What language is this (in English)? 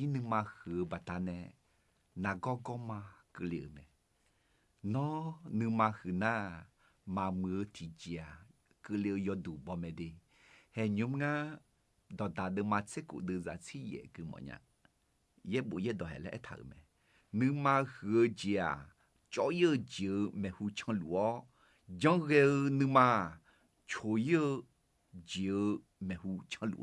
Akha